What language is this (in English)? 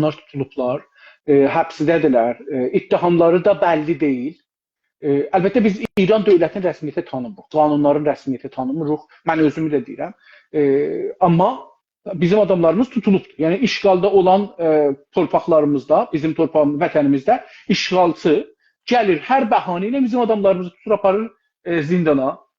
South Azerbaijani